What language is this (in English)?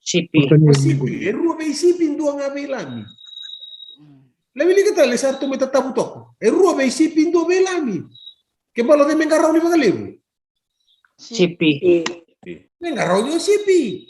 Fijian